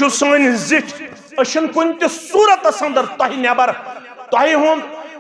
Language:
Kashmiri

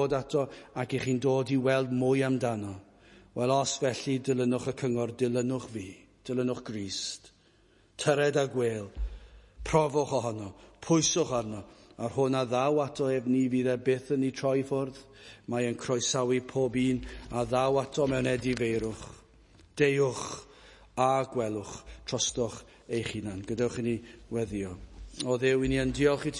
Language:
Welsh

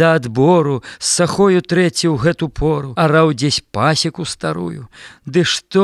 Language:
Belarusian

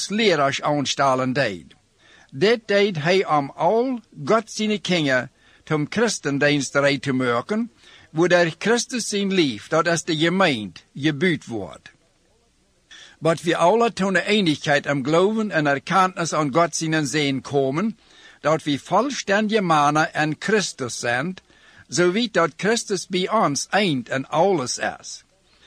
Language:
Plautdietsch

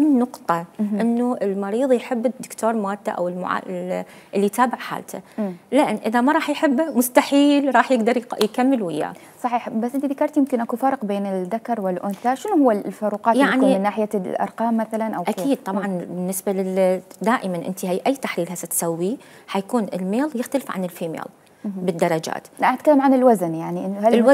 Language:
Mesopotamian Arabic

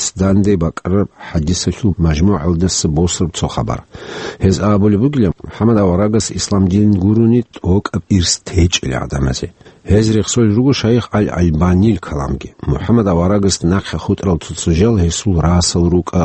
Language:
Avaric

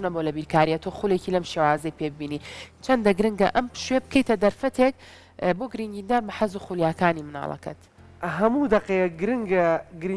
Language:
Central Kurdish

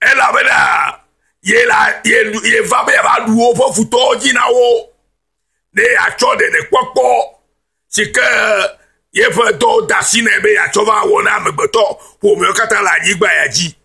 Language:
Ewe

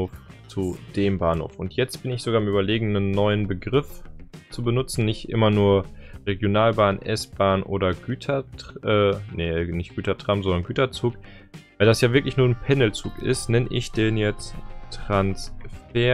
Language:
German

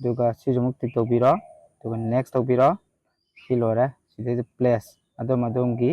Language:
Manipuri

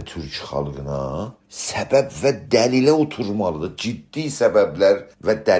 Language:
South Azerbaijani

